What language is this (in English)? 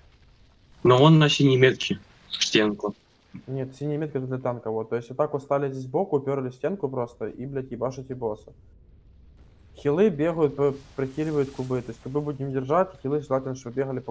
Russian